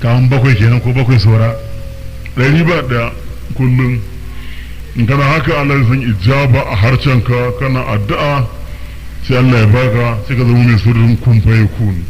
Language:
Hausa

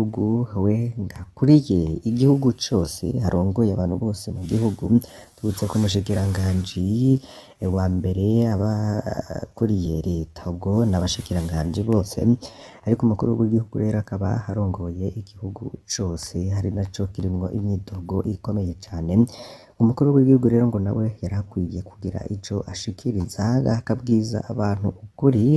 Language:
Rundi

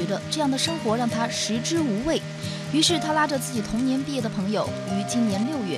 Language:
Chinese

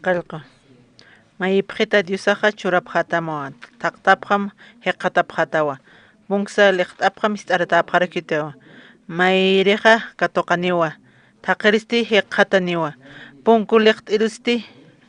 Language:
Aymara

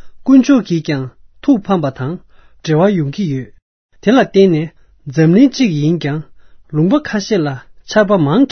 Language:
Tibetan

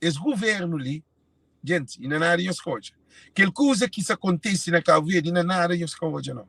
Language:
Kabuverdianu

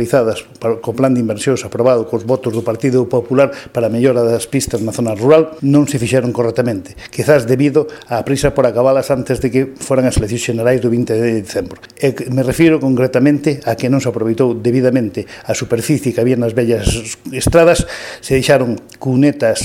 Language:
Galician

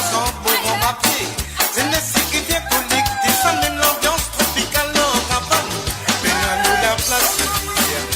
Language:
Morisyen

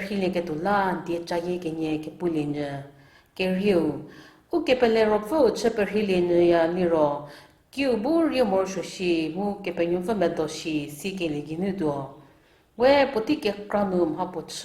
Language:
Angami Naga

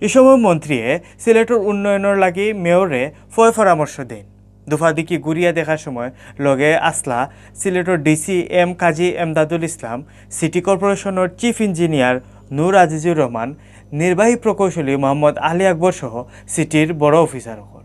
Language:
Sylheti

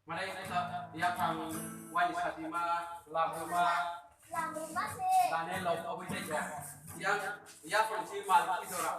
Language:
Kok Borok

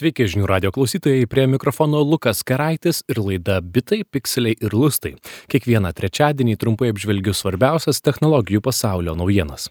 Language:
Lithuanian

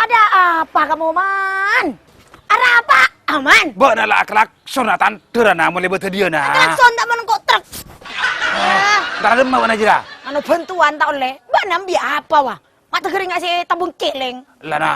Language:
Madurese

